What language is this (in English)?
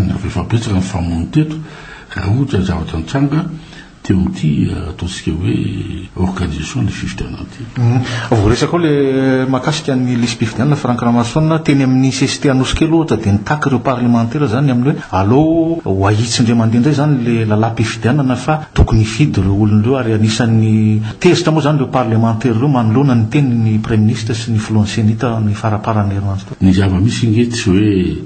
Malagasy